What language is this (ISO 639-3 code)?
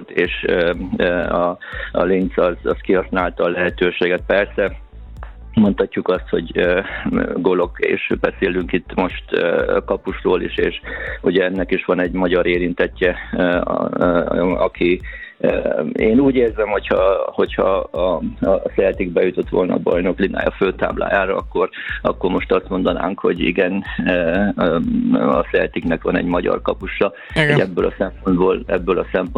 hun